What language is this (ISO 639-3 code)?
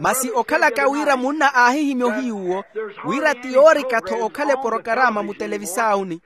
vmw